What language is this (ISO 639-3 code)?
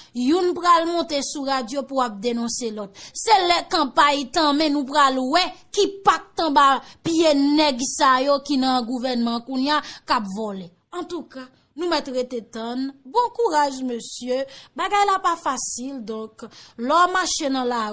hat